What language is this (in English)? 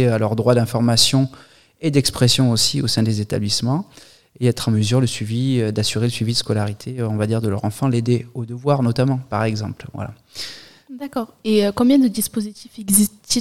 French